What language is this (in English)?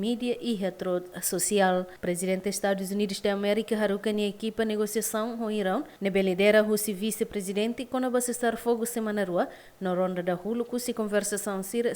Tetum